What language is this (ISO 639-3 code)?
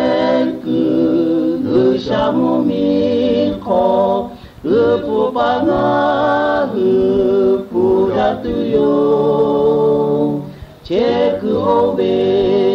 lhu